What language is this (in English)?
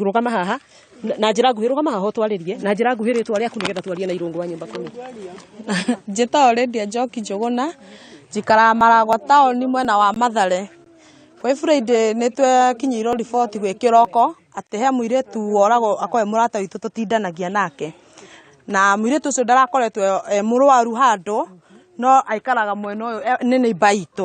Kikuyu